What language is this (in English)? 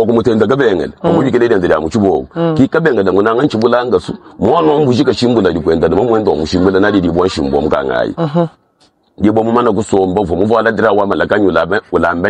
Luba-Lulua